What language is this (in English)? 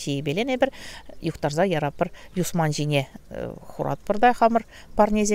Chuvash